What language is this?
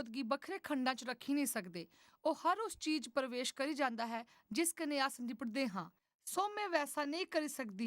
Dogri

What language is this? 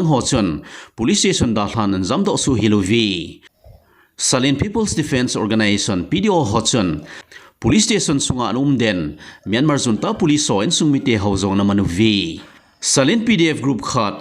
Thado Chin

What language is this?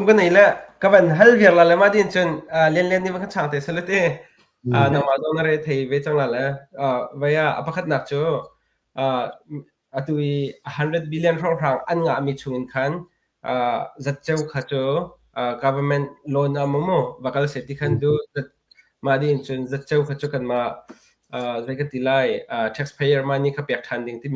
Hakha Chin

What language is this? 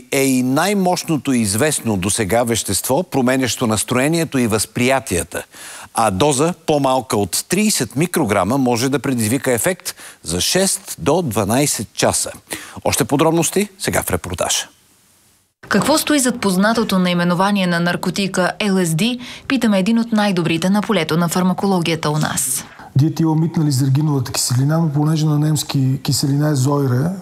Bulgarian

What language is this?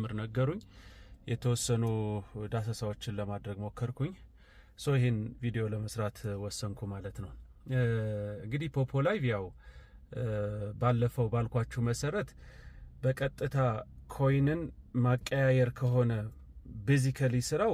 Amharic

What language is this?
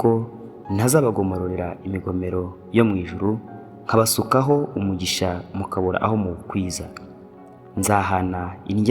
Kinyarwanda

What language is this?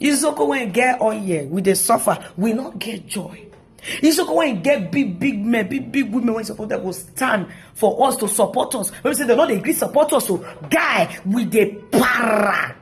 Nigerian Pidgin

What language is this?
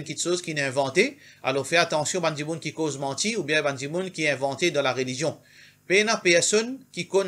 Morisyen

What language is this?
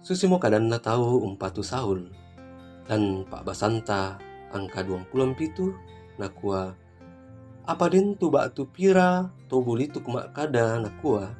Toraja-Sa'dan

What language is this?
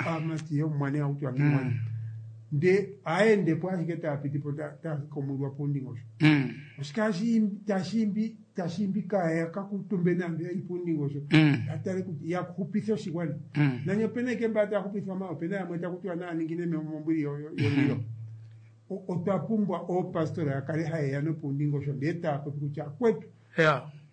Kuanyama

